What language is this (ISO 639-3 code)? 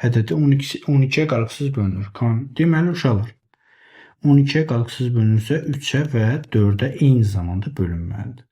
aze